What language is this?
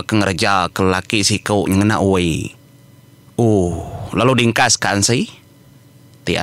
Iban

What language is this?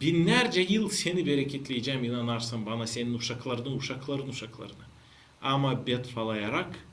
Gagauz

